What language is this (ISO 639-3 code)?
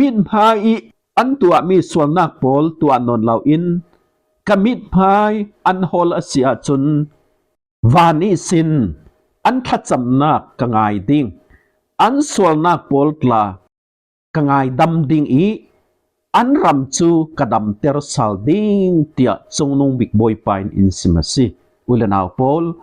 cfm